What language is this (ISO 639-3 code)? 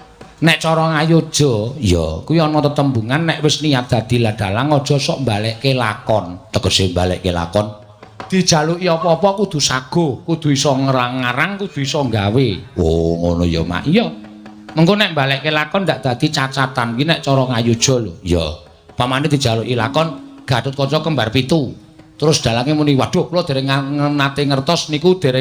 jav